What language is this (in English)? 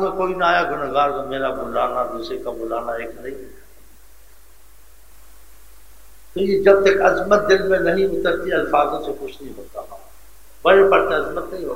Urdu